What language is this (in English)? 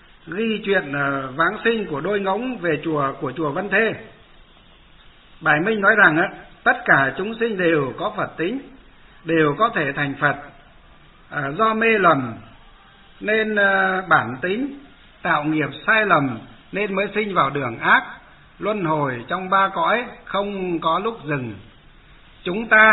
Vietnamese